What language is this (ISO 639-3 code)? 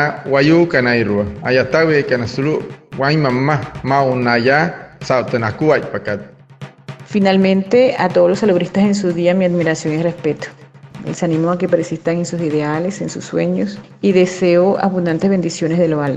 guc